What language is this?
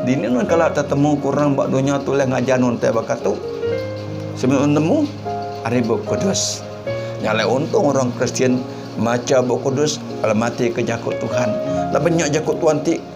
Iban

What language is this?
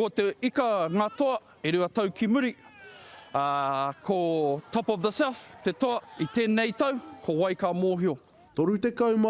Māori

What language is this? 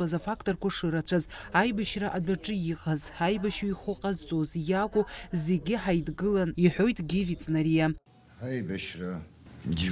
Abkhazian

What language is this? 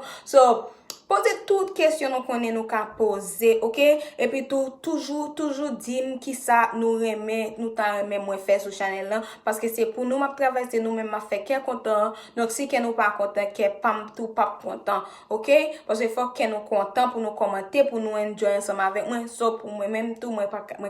Haitian Creole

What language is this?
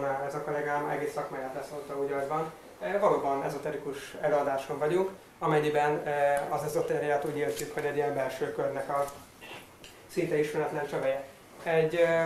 Hungarian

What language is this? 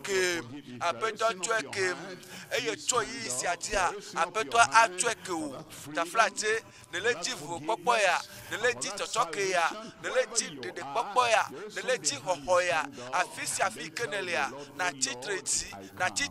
Ewe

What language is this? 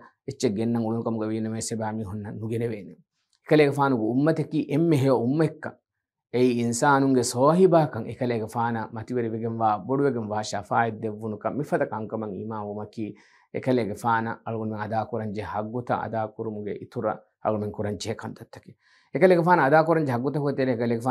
Divehi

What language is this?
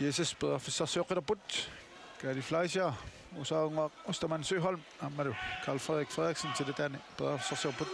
Kalaallisut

